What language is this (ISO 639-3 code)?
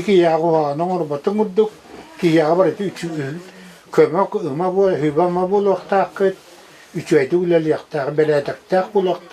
sah